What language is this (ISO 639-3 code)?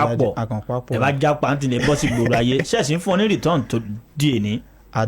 yor